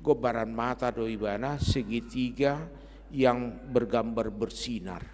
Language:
Batak Toba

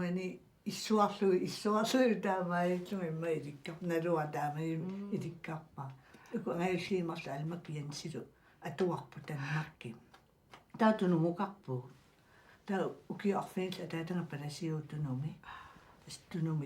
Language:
Kalaallisut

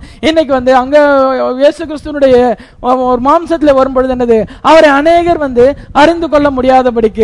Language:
Tamil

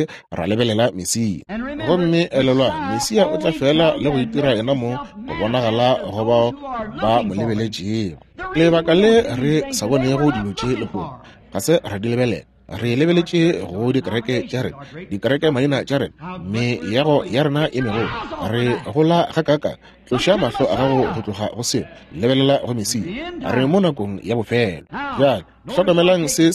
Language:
Northern Sotho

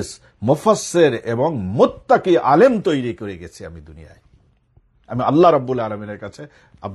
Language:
Bangla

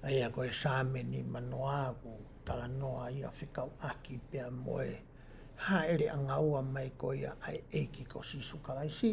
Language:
Tongan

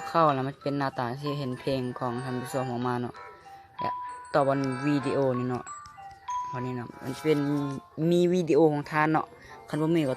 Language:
Lao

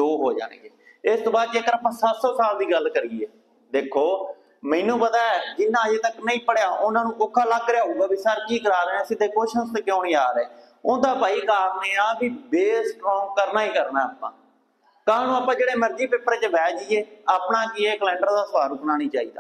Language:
Punjabi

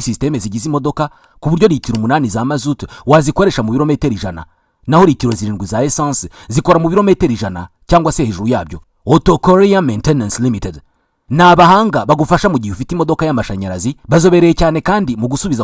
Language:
Kinyarwanda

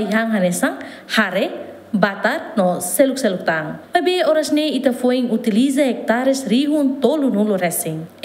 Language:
Tetum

